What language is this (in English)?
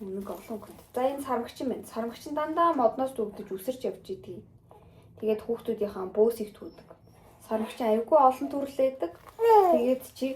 Mongolian